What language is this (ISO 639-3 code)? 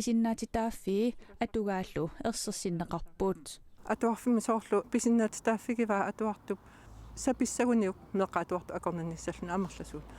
kal